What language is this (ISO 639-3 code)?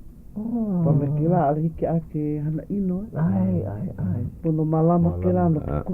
haw